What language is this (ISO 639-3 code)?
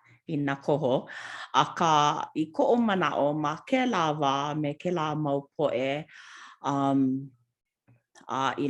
haw